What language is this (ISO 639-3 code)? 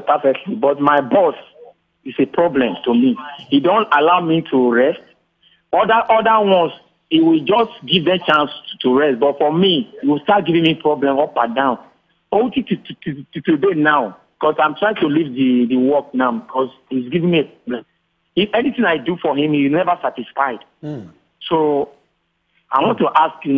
pcm